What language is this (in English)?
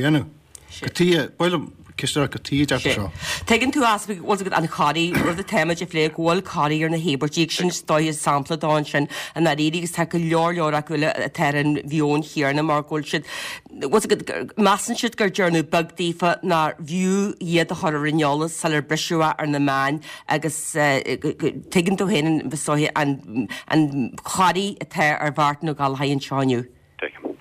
Irish